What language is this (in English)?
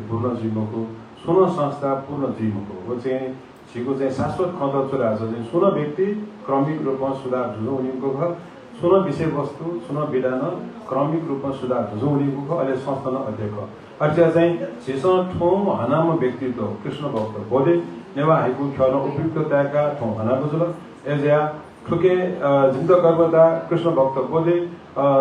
Newari